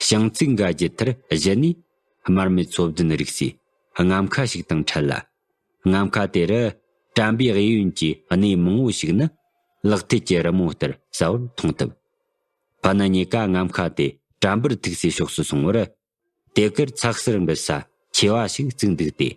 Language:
Tibetan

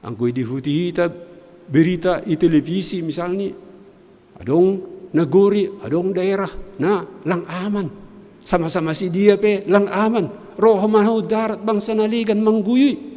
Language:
Batak Simalungun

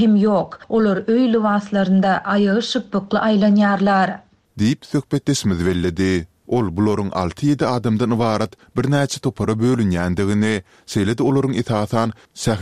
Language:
Turkmen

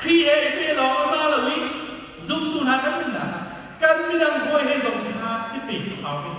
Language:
Hakha Chin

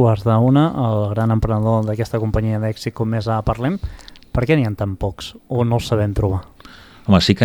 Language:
Catalan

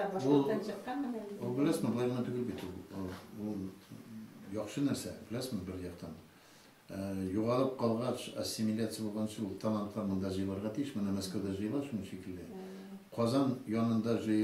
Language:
Tatar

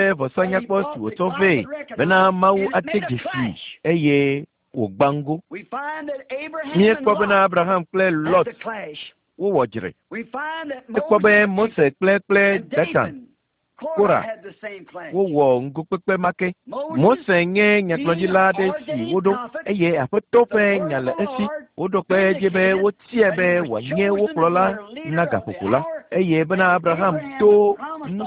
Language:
Ewe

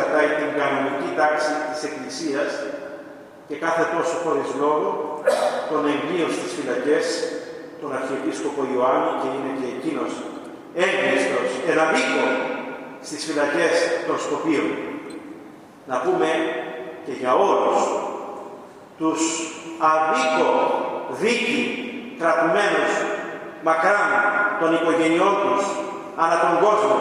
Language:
Greek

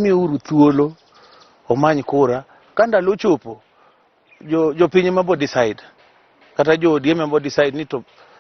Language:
Luo (Kenya and Tanzania)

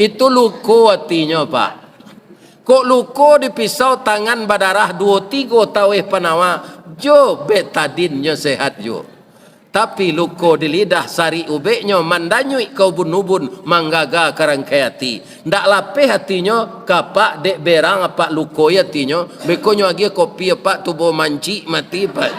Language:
Minangkabau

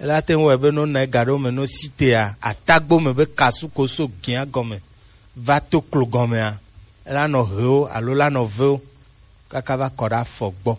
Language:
Gen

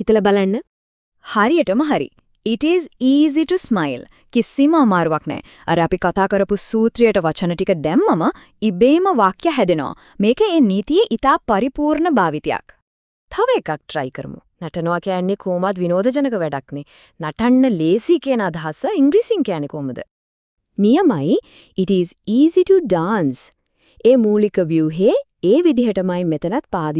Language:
Sinhala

